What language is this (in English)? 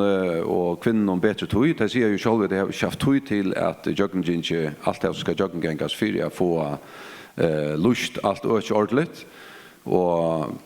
Faroese